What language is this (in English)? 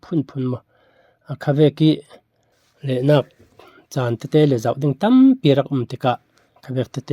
Falam Chin